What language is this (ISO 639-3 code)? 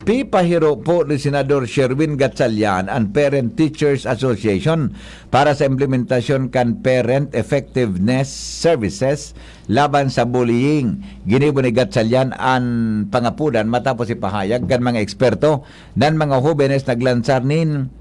bik